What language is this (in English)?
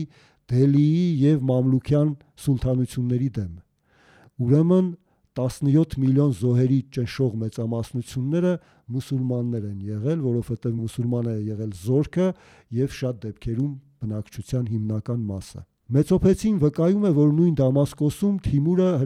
Armenian